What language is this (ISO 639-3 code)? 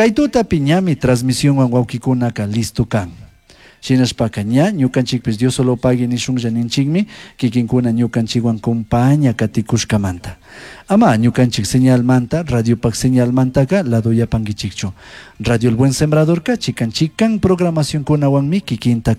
qug